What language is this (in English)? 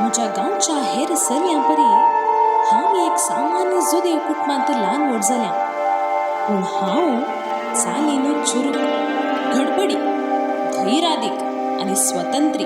Konkani